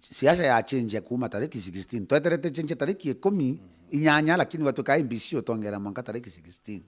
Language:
Meru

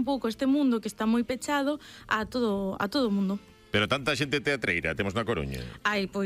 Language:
Galician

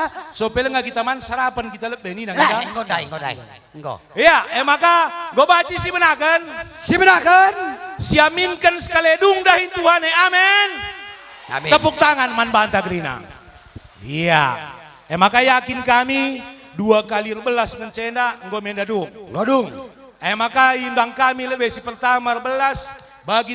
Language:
Batak Karo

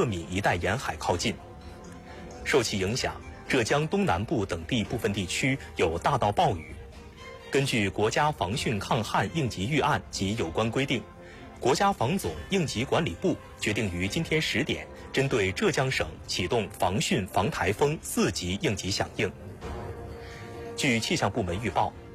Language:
Chinese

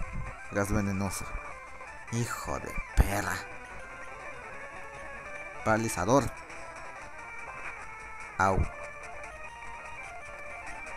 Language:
Spanish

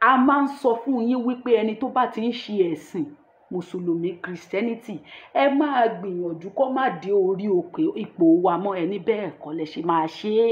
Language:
Yoruba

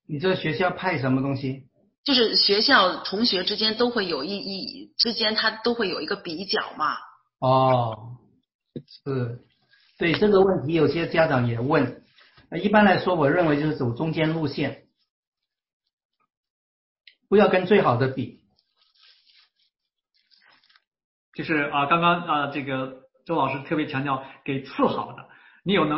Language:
Chinese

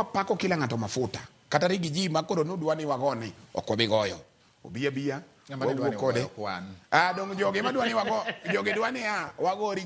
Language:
Luo (Kenya and Tanzania)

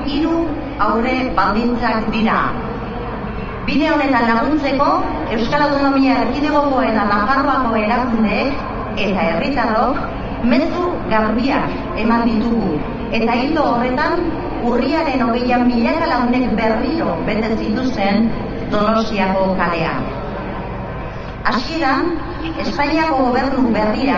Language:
Basque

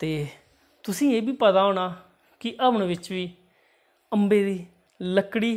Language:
Dogri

